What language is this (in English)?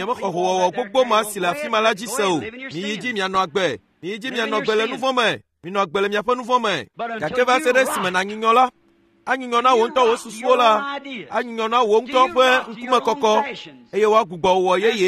Ewe